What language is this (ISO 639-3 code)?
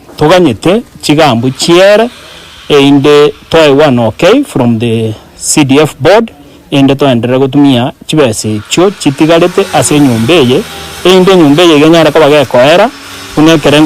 guz